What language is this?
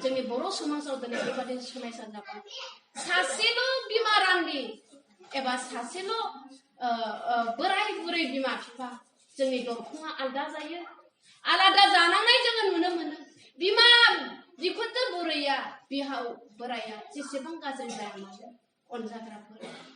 Bodo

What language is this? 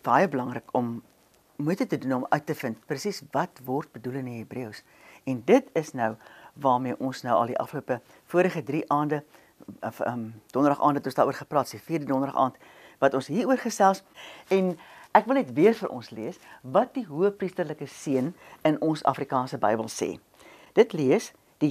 Afrikaans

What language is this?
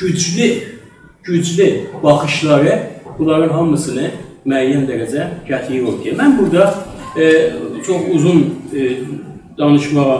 South Azerbaijani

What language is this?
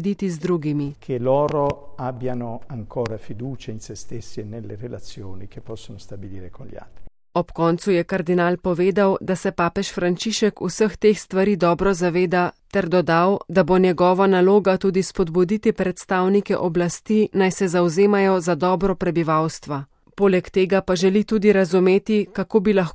Slovenian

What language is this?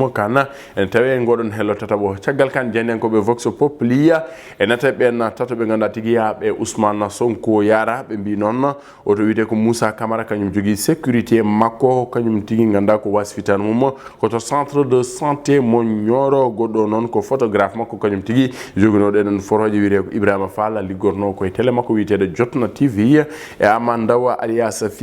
Fula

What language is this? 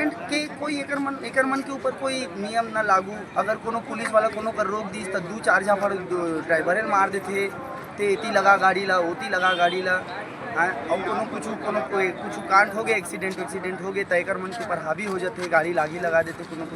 Chhattisgarhi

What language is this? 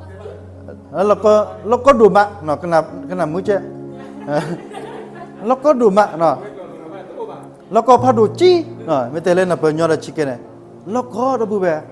S'gaw Karen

